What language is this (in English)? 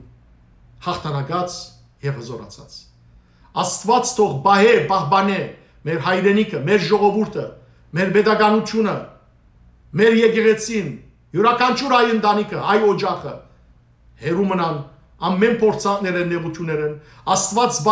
Western Armenian